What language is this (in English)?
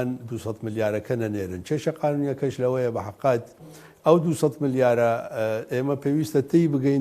Central Kurdish